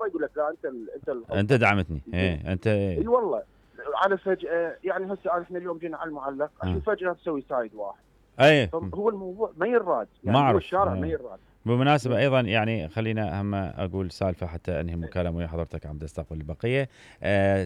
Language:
Mesopotamian Arabic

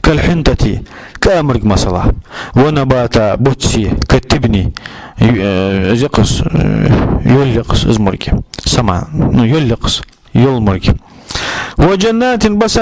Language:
Ingush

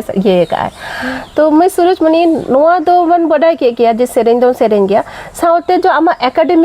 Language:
Santali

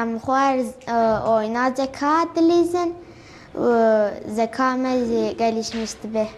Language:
Kurdish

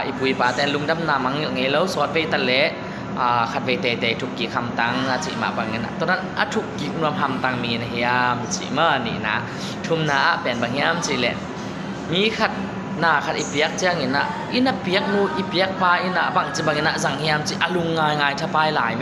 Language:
Tedim Chin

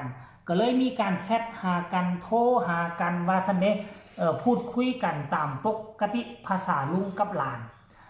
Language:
Northeastern Thai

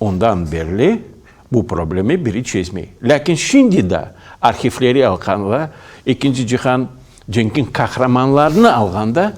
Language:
Crimean Tatar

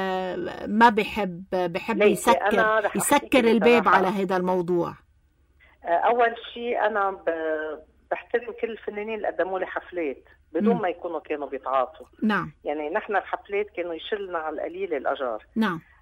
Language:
North Levantine Arabic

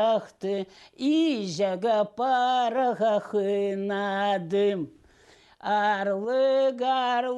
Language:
Khakas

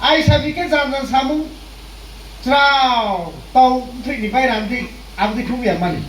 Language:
Riang (India)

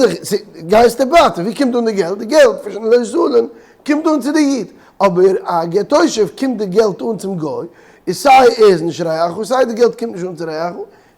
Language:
Yiddish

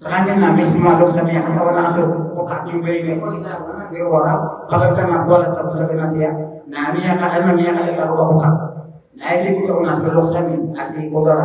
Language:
Maranao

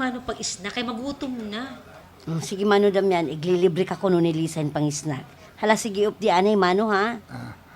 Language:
Waray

